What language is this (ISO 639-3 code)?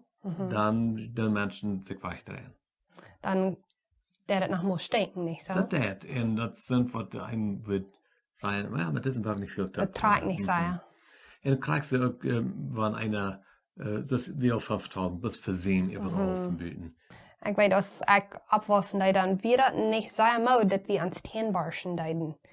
pdt